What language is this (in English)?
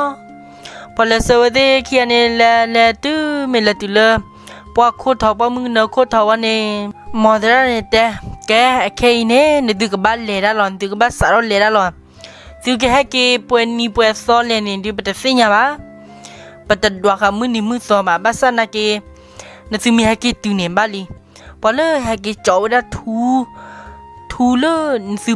S'gaw Karen